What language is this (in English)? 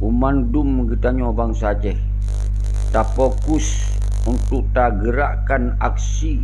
Achinese